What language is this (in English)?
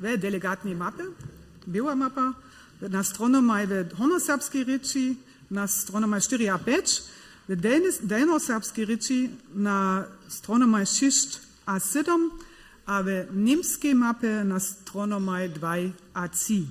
Upper Sorbian